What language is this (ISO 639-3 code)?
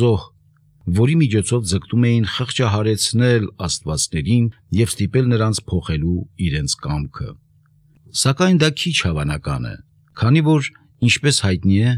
hye